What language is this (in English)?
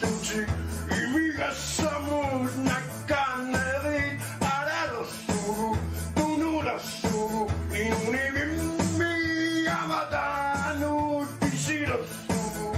Kalaallisut